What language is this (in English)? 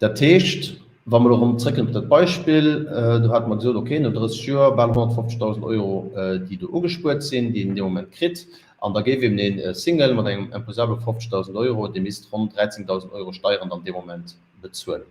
Luxembourgish